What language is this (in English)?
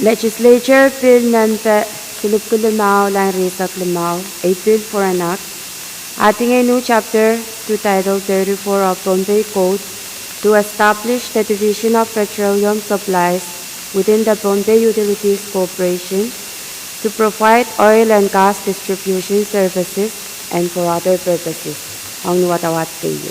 Pohnpeian